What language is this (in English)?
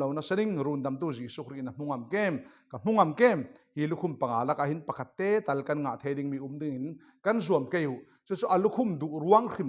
Falam Chin